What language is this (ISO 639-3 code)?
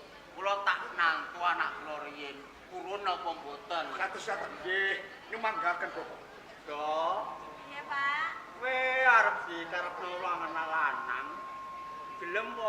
jav